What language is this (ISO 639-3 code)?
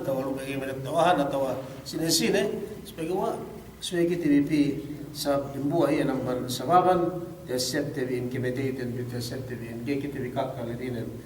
yka